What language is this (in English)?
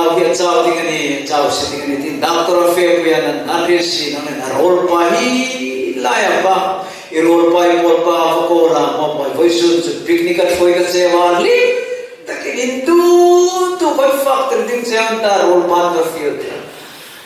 Hmar